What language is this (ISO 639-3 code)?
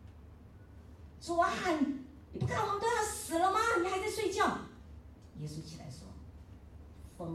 zho